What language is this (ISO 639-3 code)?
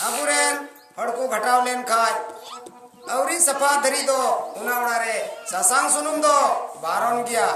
sat